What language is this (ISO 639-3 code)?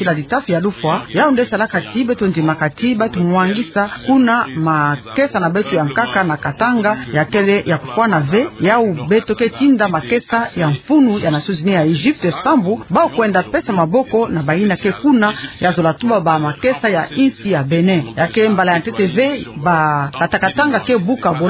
ktu